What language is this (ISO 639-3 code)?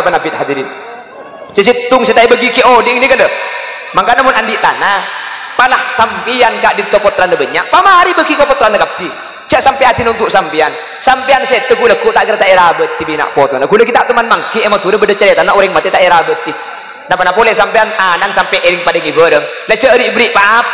mad